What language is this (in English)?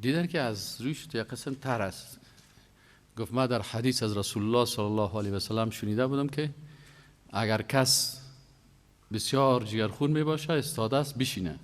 Persian